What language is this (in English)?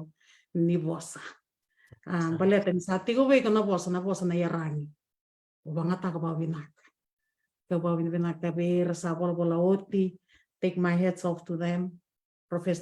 Fijian